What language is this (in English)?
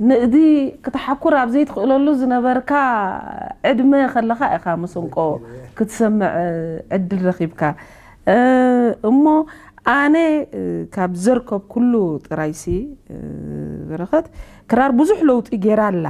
Tigrinya